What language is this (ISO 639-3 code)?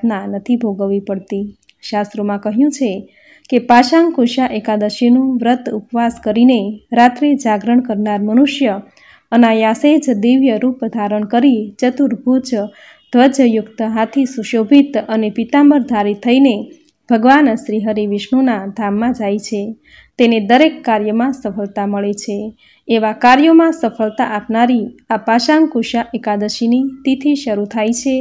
guj